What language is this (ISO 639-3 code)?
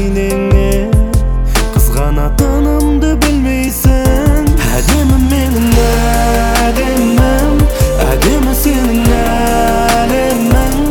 kaz